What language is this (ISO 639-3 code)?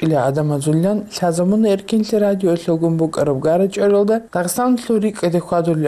ava